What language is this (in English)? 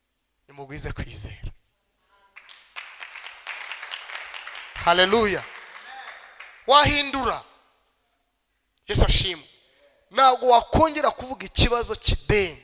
Kinyarwanda